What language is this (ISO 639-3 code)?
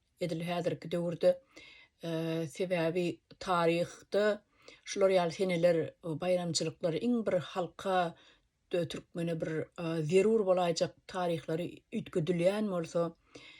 tuk